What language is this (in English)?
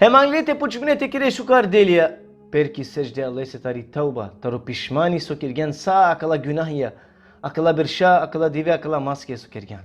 Balkan Romani